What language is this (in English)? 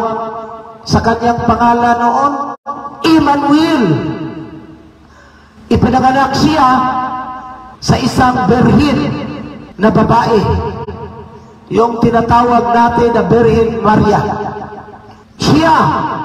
Filipino